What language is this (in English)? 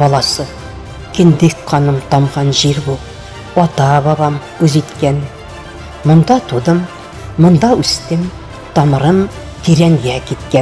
Tatar